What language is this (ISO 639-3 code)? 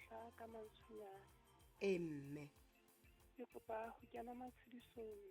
sot